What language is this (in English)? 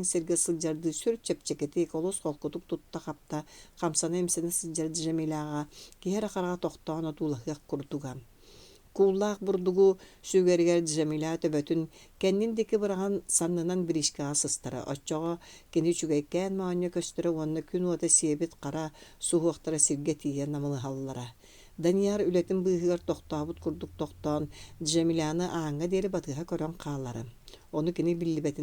Yakut